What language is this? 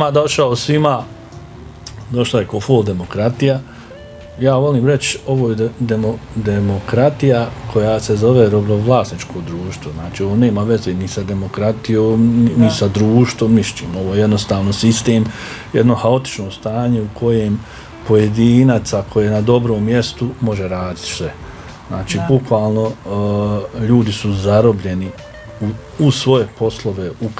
Bosnian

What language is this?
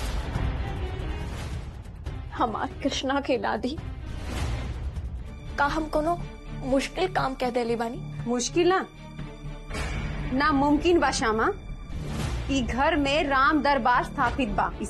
Bhojpuri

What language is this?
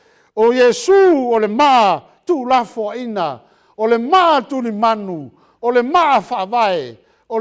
Samoan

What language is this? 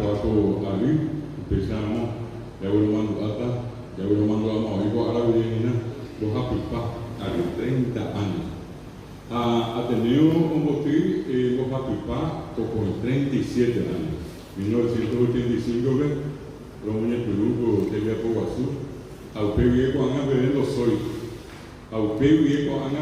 Guarani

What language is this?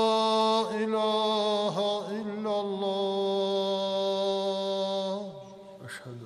Dargwa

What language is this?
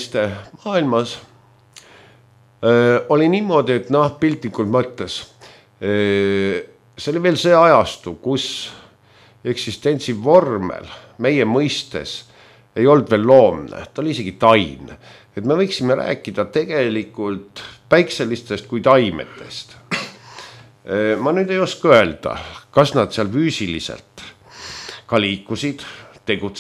Estonian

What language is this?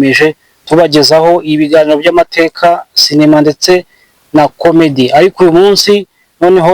Kinyarwanda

